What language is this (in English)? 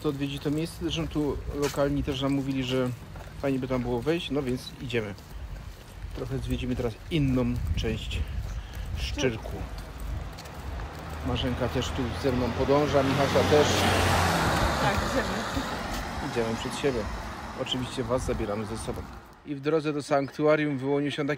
Polish